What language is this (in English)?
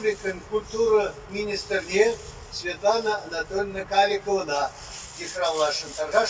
Chuvash